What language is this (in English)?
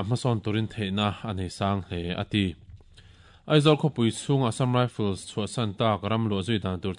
Mizo